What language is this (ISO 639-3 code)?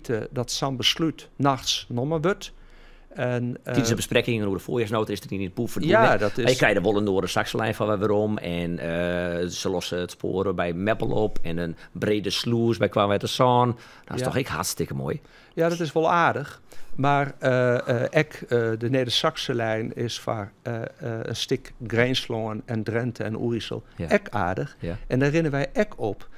fry